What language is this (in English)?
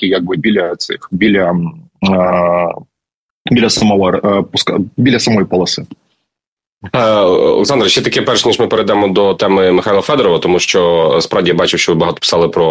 Ukrainian